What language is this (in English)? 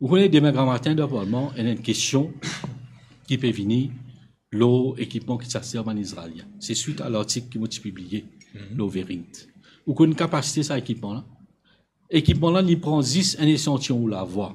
Morisyen